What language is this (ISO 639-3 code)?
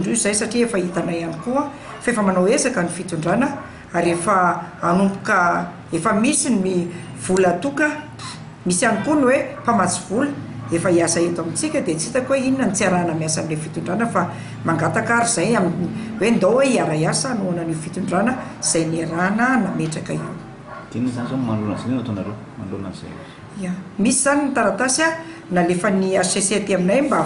mlg